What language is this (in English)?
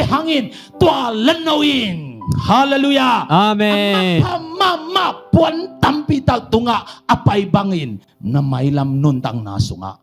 Tedim Chin